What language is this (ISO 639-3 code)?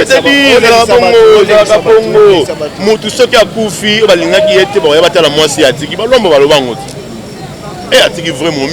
lin